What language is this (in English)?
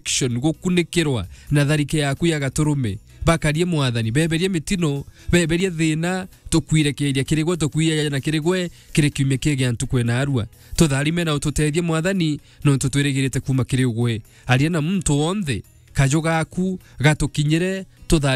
Meru